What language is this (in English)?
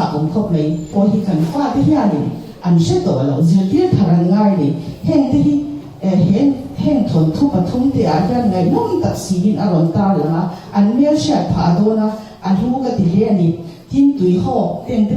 Mizo